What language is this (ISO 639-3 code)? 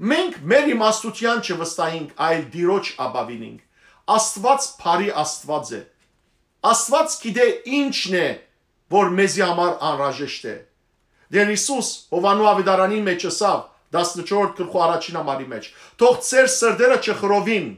hyw